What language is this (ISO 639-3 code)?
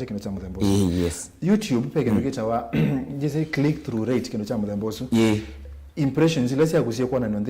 kam